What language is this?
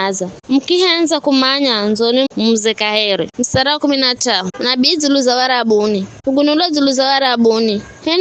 Giryama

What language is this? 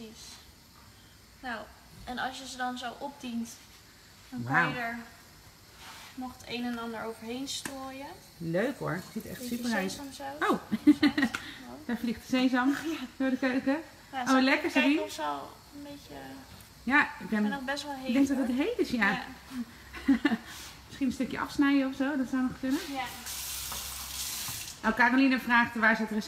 Dutch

